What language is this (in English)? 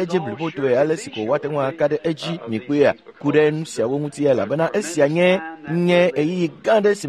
Ewe